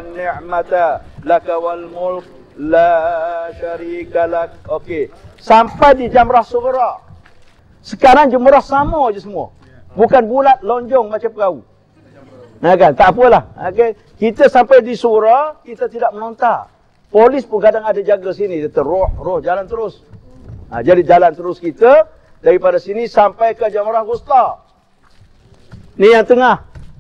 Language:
Malay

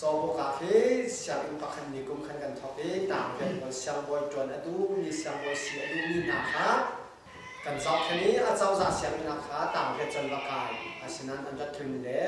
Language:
Hakha Chin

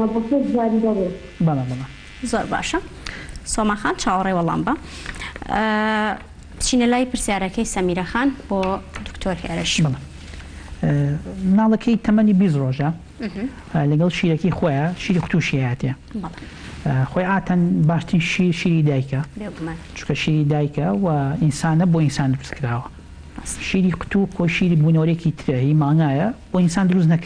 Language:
Central Kurdish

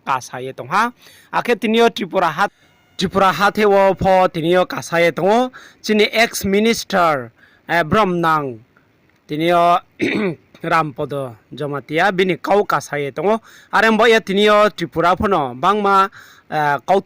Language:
Riang (India)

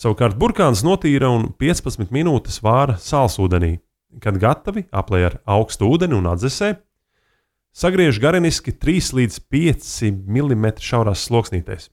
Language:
Latvian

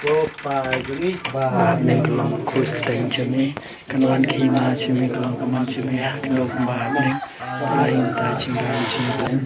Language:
Khasi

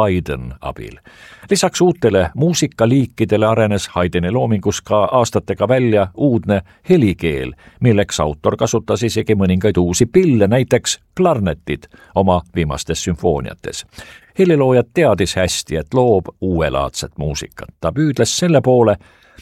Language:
Estonian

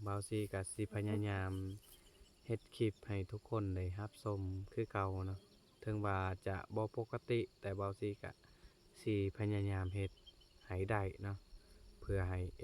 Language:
Lao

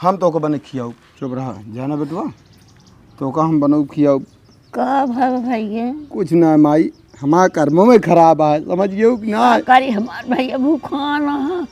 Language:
Awadhi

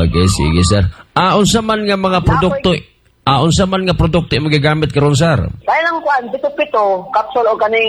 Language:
Cebuano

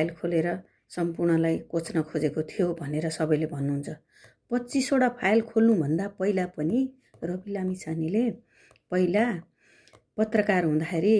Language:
Nepali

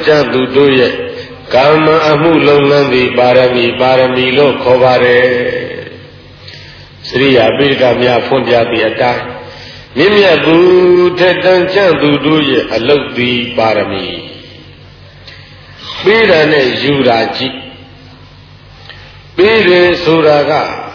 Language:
Burmese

